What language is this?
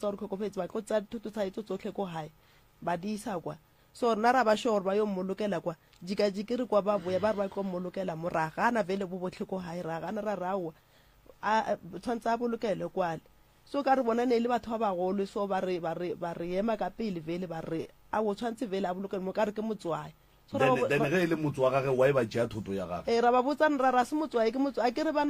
Northern Sotho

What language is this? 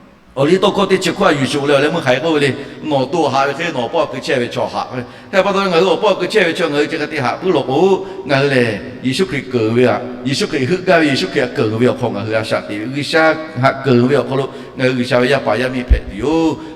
Lahu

